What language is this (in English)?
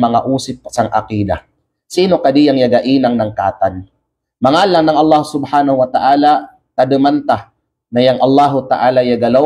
Kalagan